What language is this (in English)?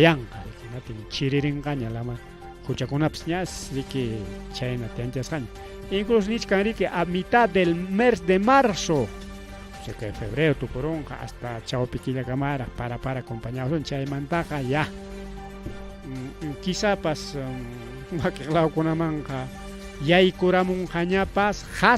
Ayacucho Quechua